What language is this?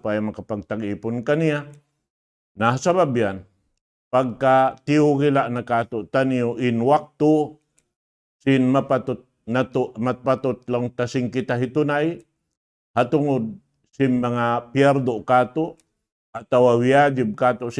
Tausug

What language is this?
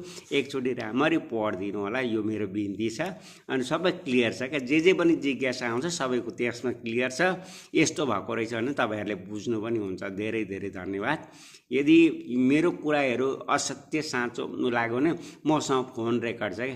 Nepali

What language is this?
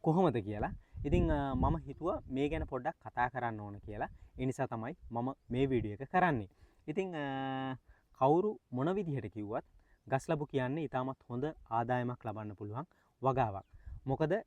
Sinhala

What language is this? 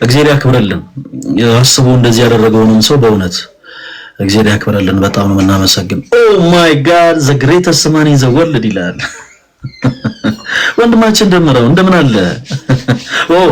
Amharic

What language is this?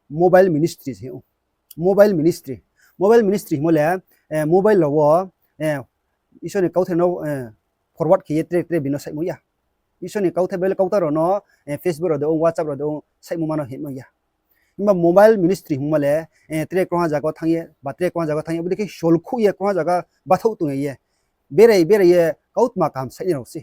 Riang (India)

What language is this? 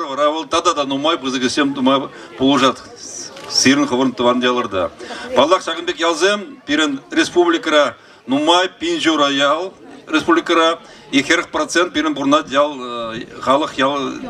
Chuvash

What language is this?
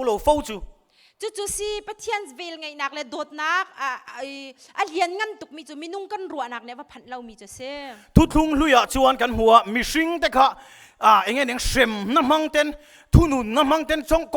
Hakha Chin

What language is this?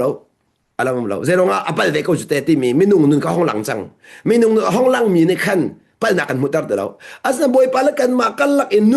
Hakha Chin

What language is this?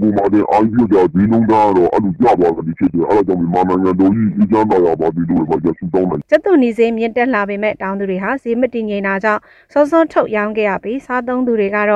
Burmese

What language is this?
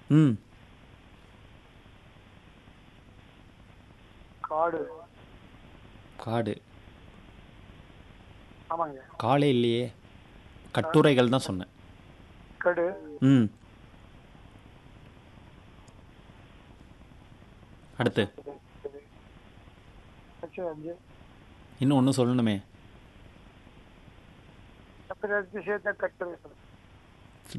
Tamil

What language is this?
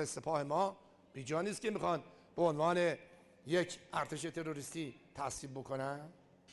Persian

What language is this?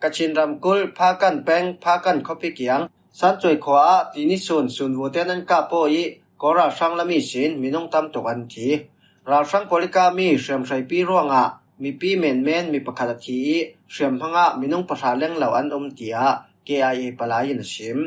Falam Chin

